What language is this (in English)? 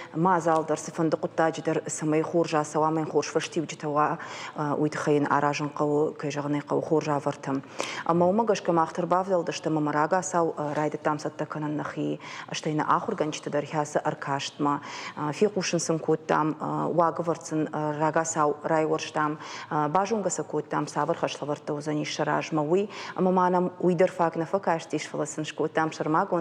Ossetic